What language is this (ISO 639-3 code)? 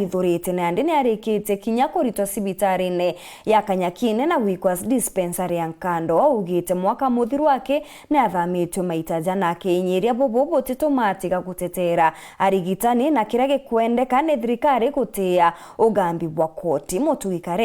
mer